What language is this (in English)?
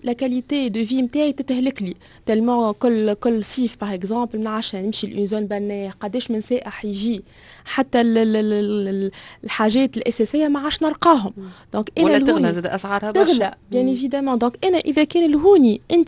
Tunisian Arabic